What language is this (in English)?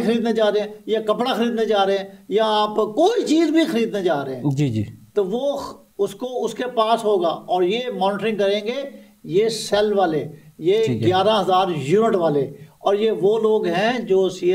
Urdu